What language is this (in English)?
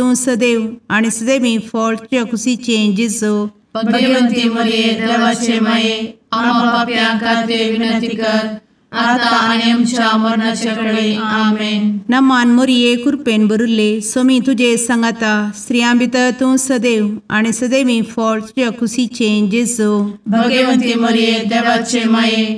Konkani